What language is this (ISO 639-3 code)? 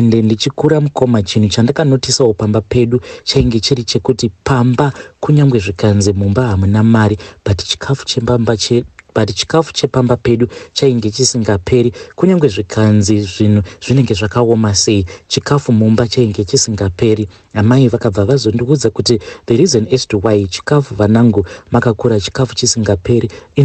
sna